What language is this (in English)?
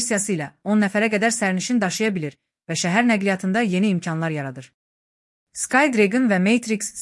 Azerbaijani